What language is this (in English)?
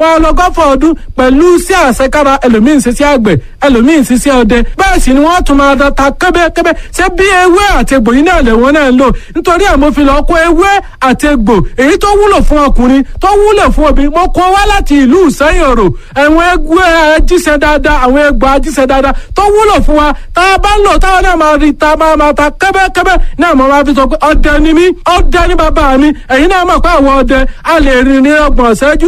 Yoruba